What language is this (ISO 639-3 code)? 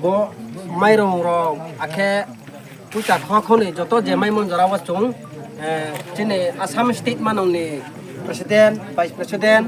ria